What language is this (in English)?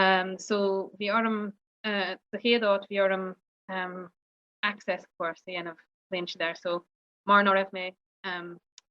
Irish